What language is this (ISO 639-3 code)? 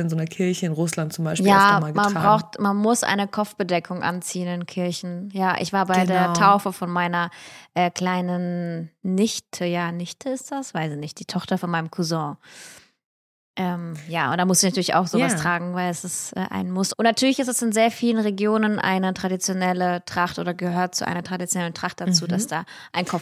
deu